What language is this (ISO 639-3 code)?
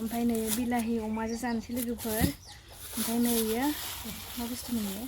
brx